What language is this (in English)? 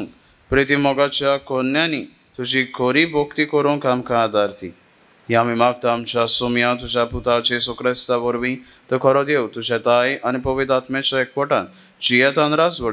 Konkani